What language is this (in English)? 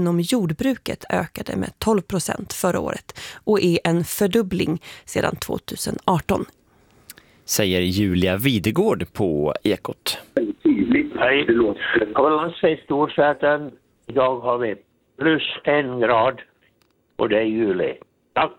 Swedish